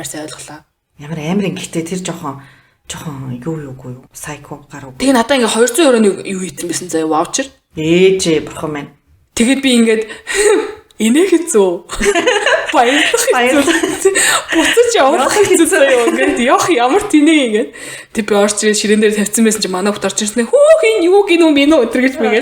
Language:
Mongolian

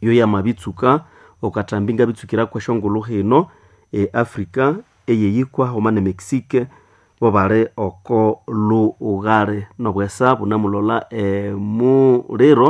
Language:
Nande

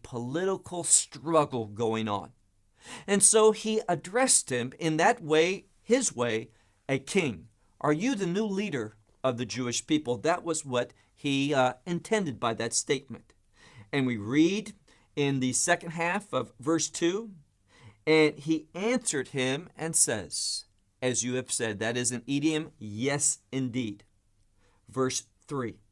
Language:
English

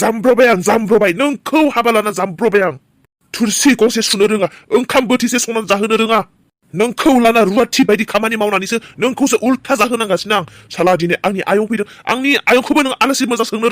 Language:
Bodo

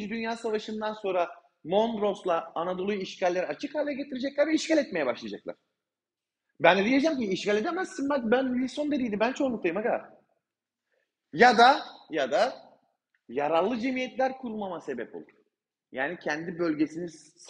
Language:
Turkish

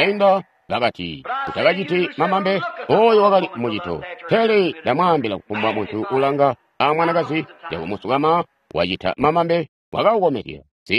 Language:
Tonga (Zambia)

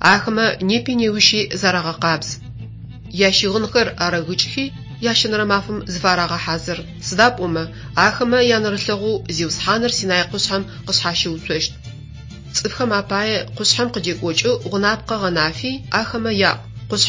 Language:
Adyghe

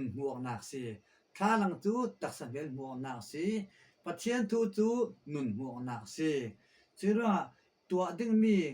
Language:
Falam Chin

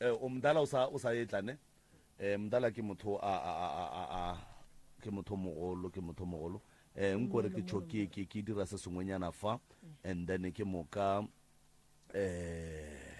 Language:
Northern Sotho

